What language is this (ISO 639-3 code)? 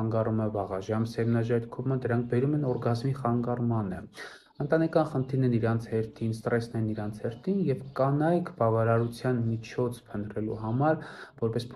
hye